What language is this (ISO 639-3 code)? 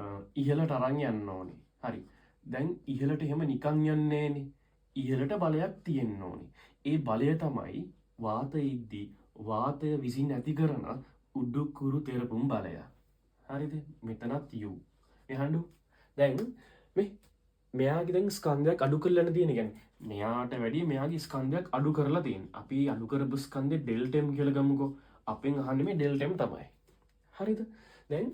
sin